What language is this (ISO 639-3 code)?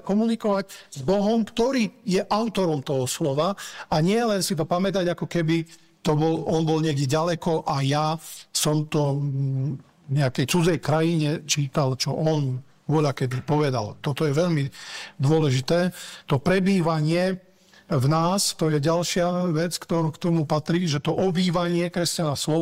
slk